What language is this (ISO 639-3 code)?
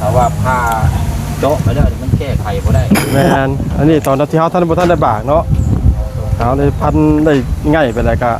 lao